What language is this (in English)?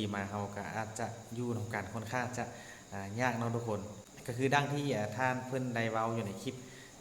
Lao